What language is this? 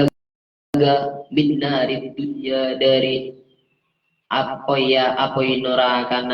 Madurese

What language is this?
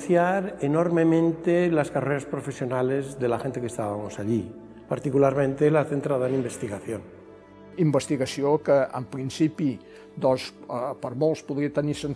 Catalan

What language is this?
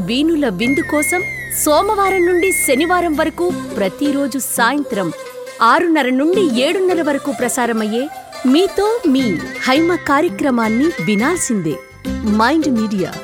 Telugu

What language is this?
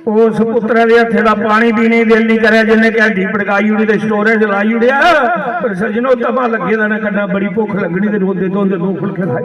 Dogri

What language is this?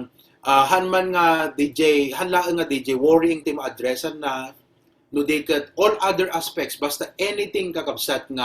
Iloko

